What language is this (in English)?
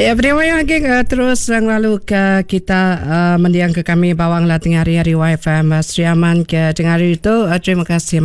Iban